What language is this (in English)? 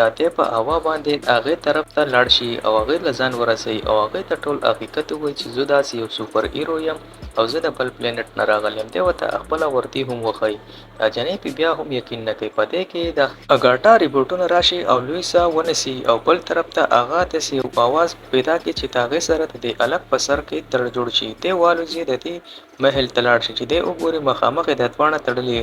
Pashto